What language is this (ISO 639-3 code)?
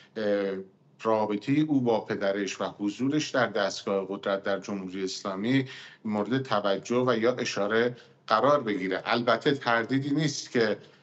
fas